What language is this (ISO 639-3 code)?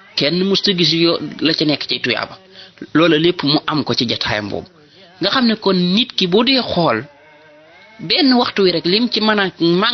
wol